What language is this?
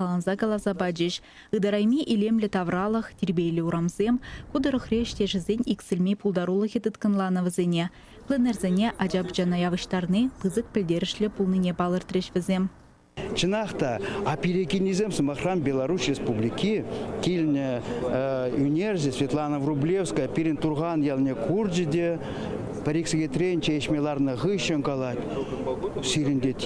Chuvash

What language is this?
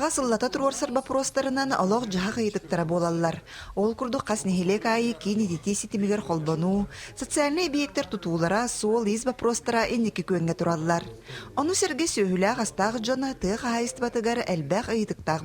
Yakut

